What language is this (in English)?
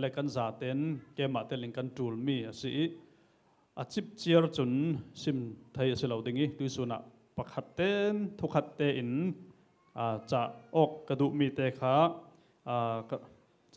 Falam Chin